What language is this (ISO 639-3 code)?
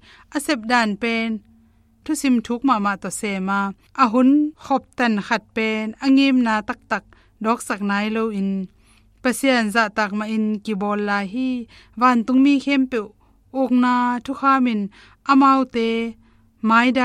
ctd